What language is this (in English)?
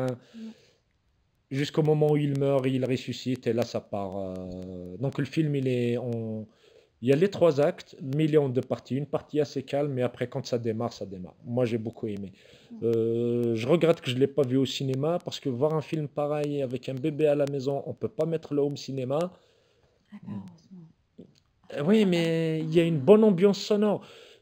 French